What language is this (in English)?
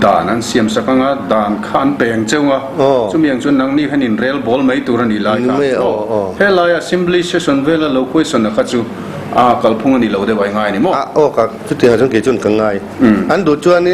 Mizo